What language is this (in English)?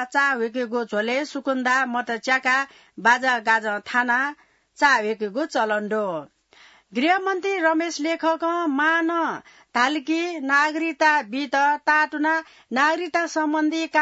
Newari